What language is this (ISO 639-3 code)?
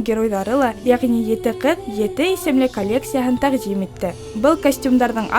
bak